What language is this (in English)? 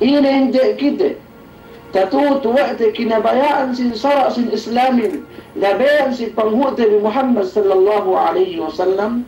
Yakan